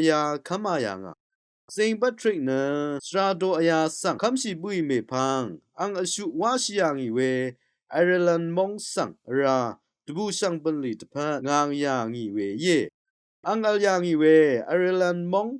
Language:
Rawang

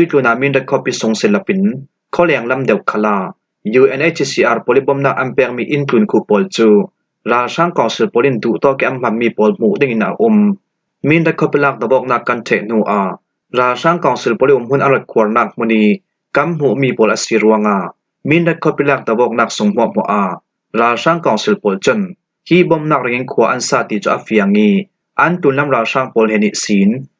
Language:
Falam Chin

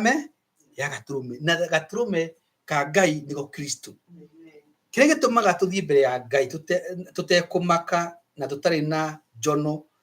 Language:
Kikuyu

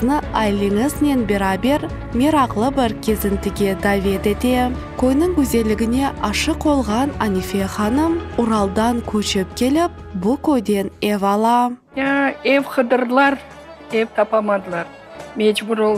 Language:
Crimean Tatar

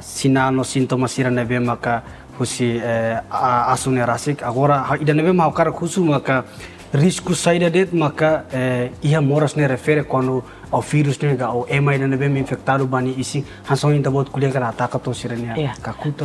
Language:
Tetum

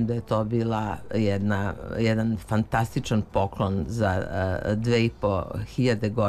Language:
Serbian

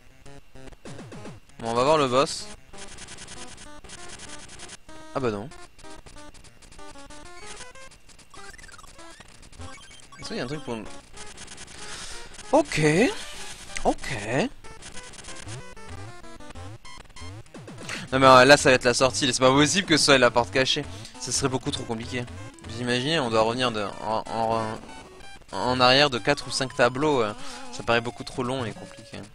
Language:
French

